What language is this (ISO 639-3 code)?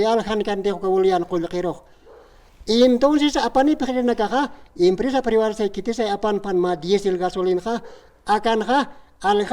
aym